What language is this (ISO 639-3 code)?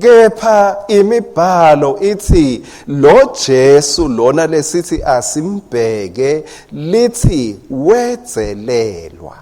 ssw